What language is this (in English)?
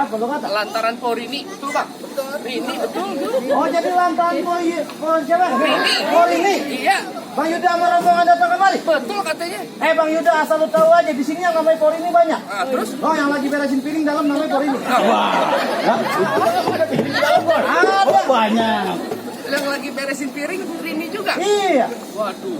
Betawi